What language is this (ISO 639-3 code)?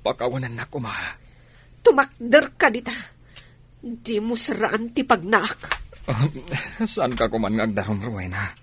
ilo